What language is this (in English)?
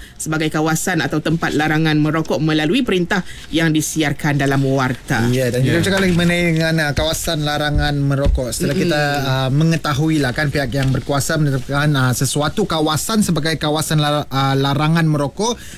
Malay